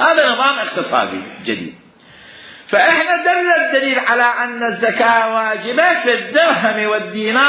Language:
Mesopotamian Arabic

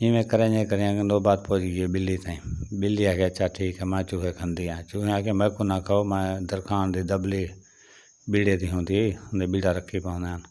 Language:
Saraiki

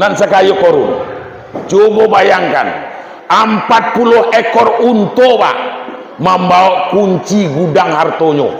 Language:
Minangkabau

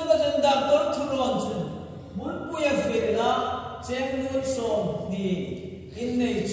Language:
Hmar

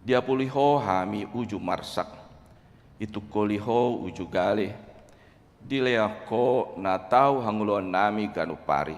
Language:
Batak Toba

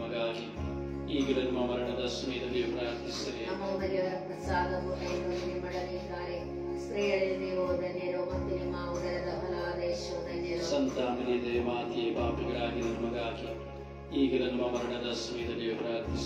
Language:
Kannada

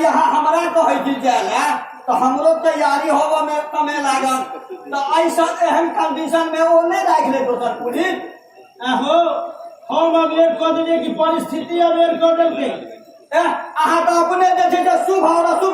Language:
Maithili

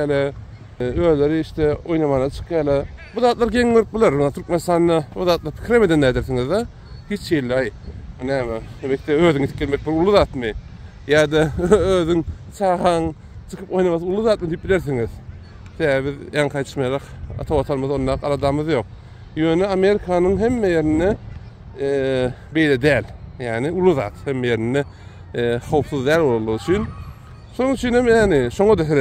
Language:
Turkmen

